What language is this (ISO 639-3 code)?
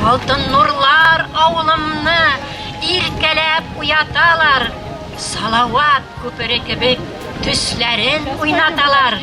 bak